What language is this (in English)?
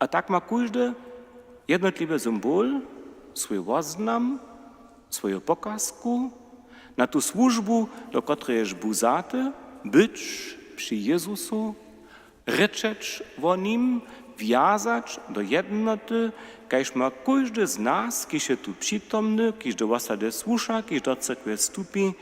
Upper Sorbian